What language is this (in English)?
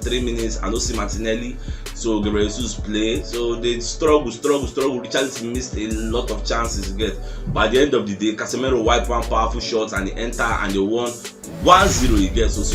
Nigerian Pidgin